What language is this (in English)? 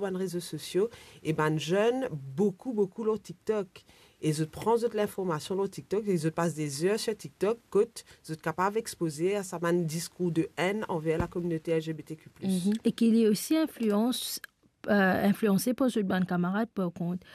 Morisyen